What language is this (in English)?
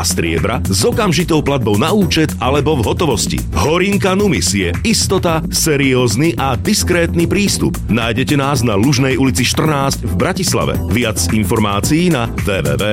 Slovak